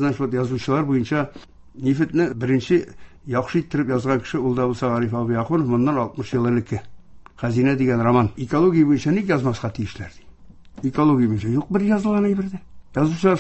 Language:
Tatar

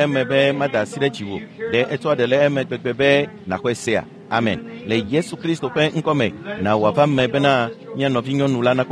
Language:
Ewe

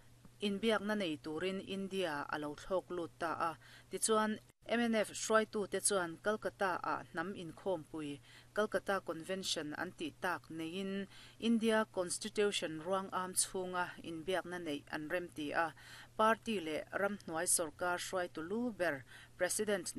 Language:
Mizo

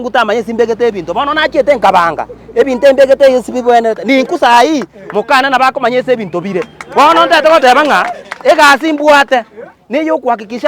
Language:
Gusii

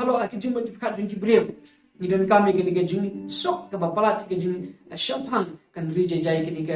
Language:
Khasi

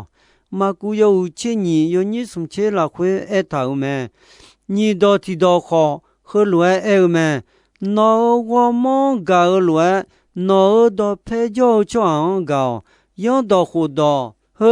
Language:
Akha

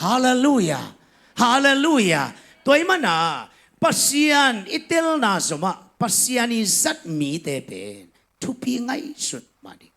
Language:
Tedim Chin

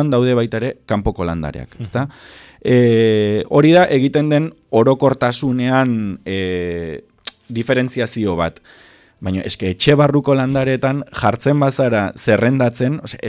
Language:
Basque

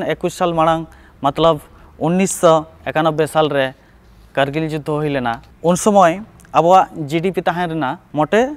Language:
Santali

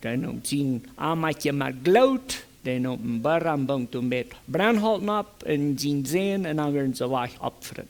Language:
Plautdietsch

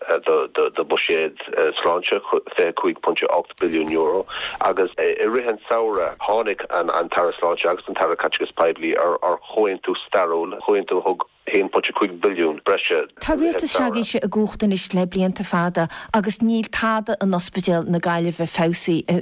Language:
Irish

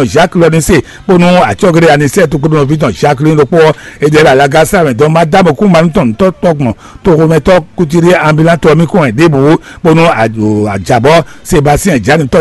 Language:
Fon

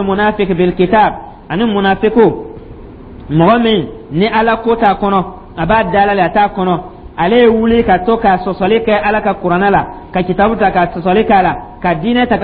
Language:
Dyula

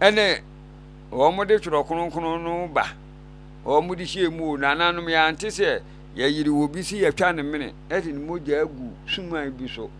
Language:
Akan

